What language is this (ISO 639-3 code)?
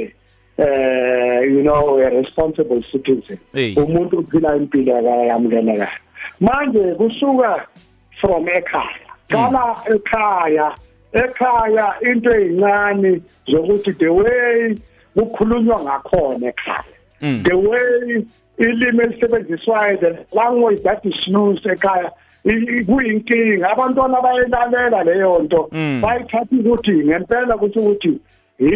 nbl